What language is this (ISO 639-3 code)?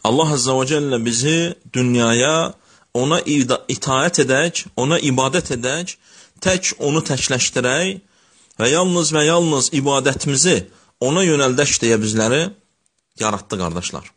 aze